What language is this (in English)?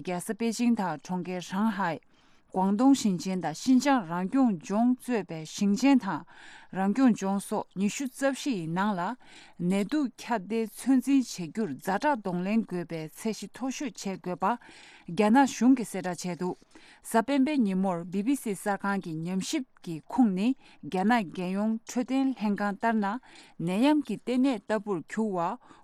Tibetan